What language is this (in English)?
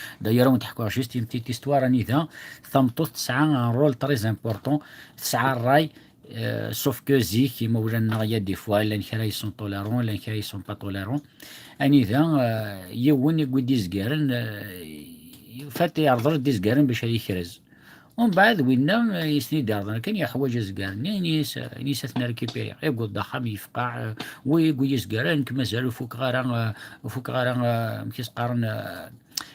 Kabyle